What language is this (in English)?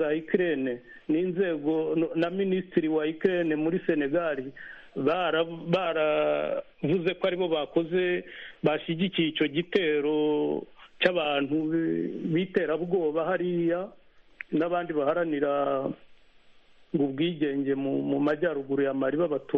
Kinyarwanda